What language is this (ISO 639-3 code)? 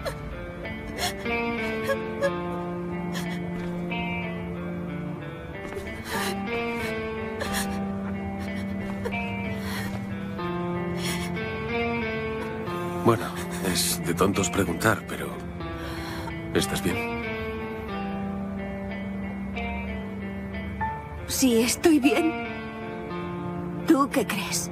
spa